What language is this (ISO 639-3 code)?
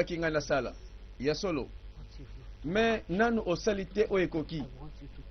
lin